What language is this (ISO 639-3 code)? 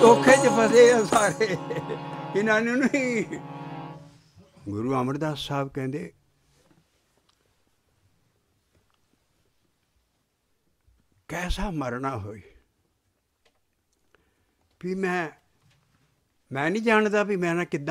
pan